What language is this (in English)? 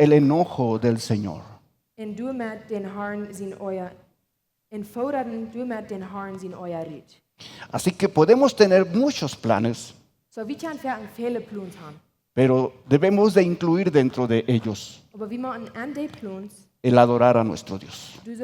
Plautdietsch